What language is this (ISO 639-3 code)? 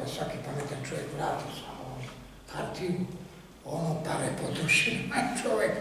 srp